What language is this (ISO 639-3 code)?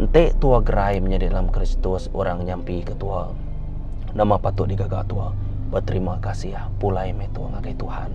iba